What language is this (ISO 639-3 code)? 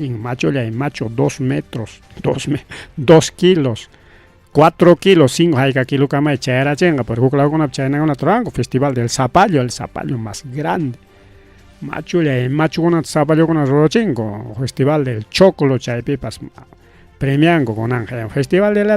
quy